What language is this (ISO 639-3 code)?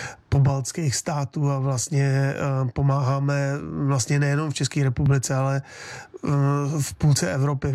ces